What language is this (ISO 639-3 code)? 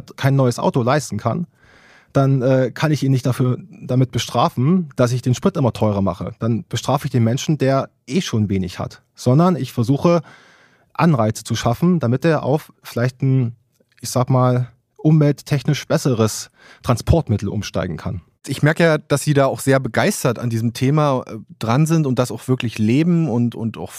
deu